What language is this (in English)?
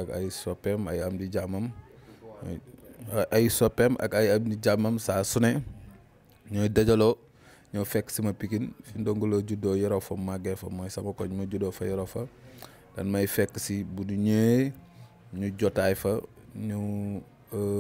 Wolof